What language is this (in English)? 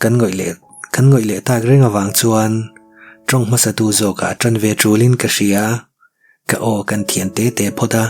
Mizo